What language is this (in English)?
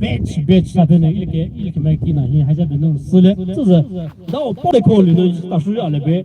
Poumei Naga